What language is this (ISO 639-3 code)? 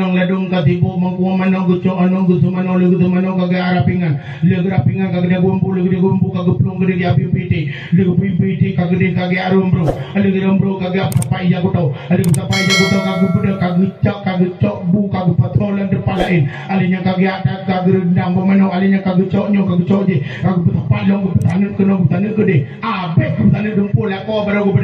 ace